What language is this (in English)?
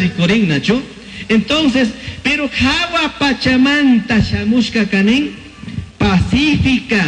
Chimborazo Highland Quichua